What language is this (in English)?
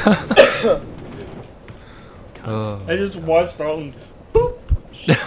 English